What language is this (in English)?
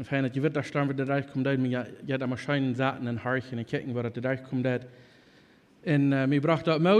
Plautdietsch